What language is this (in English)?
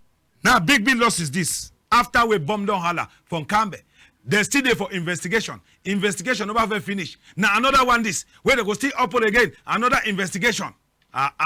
Cameroon Pidgin